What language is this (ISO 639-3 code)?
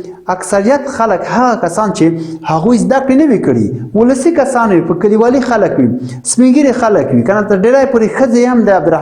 pus